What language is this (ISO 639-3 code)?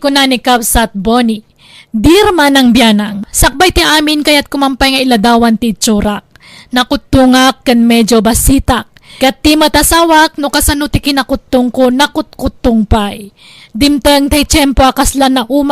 ilo